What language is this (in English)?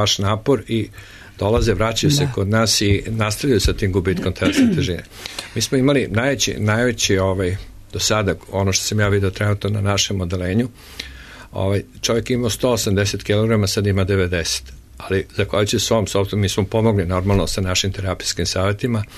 Serbian